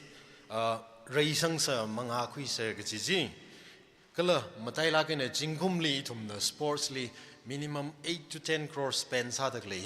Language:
Tangkhul Naga (India)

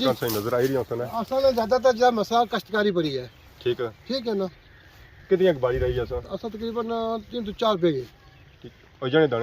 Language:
Pahari-Potwari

